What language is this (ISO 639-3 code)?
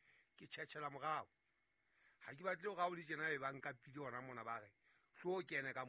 sot